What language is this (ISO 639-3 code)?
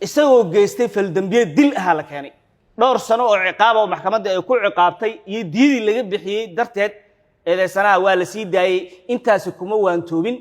som